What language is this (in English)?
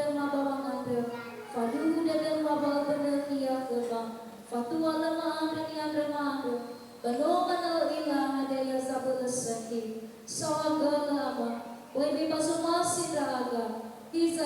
Nias